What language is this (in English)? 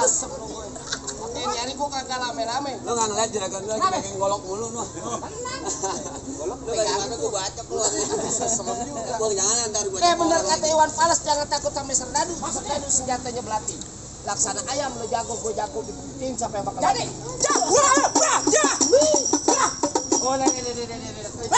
Betawi